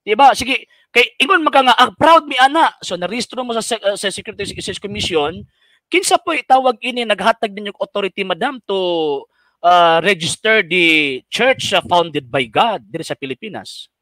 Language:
Cebuano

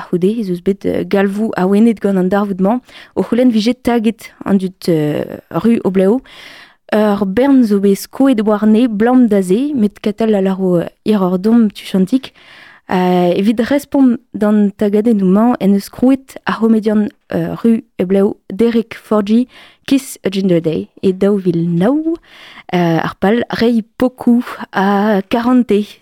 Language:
Breton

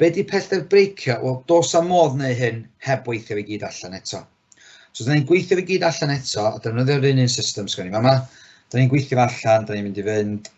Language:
Welsh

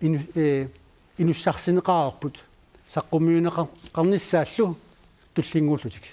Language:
Kalaallisut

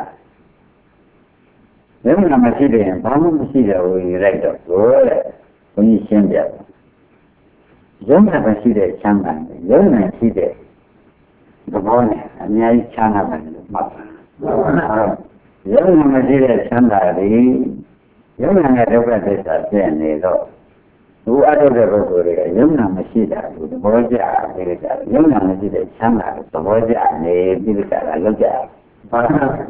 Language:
Burmese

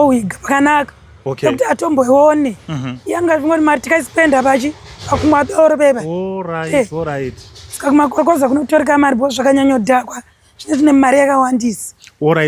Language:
Shona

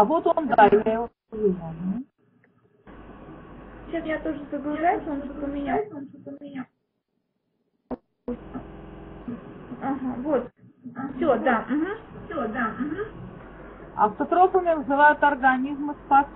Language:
Russian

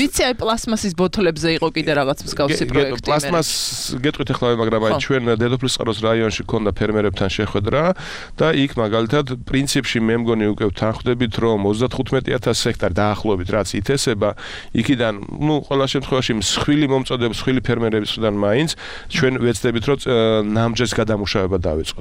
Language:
Georgian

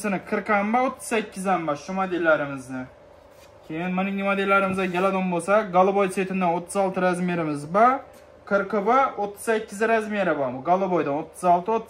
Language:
Uzbek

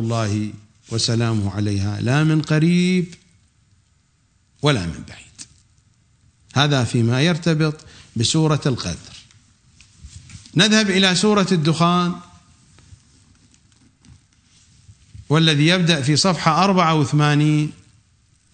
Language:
Arabic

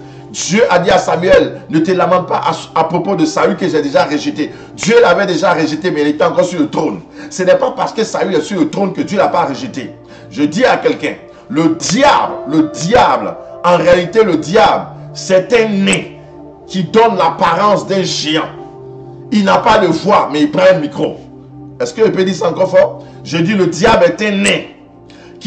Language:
French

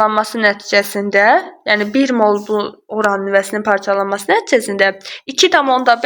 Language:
Azerbaijani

